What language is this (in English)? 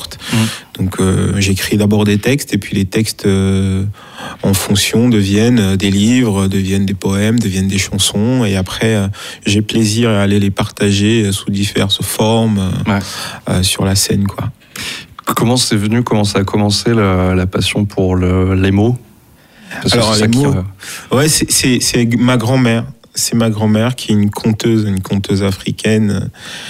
French